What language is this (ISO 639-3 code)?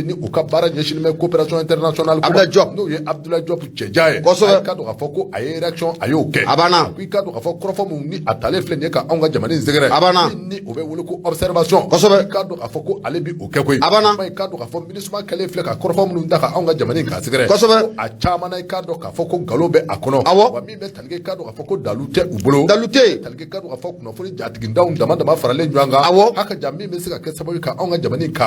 bam